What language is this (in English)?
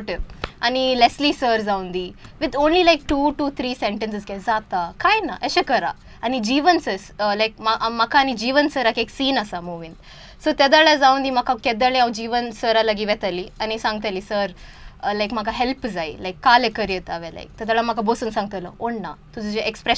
Konkani